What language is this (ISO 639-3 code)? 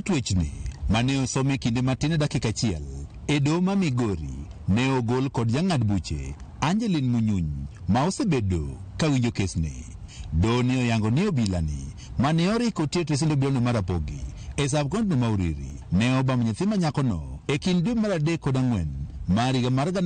luo